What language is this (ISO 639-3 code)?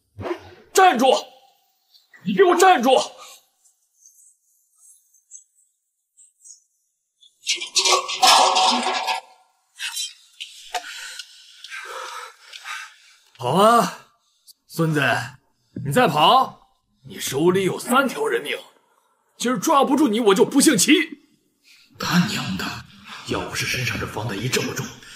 zho